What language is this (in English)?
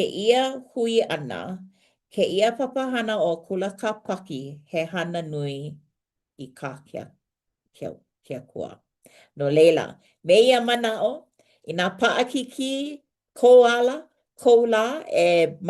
Hawaiian